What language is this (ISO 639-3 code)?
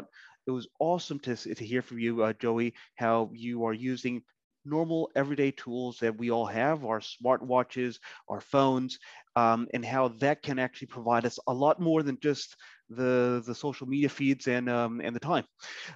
eng